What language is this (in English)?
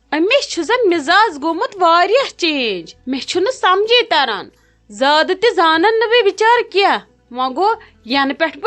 Kashmiri